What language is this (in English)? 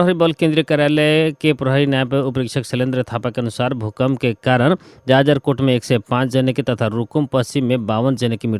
Bhojpuri